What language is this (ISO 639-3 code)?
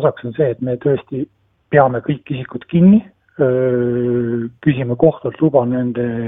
est